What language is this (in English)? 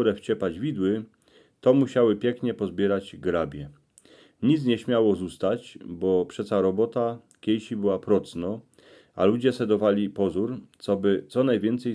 Silesian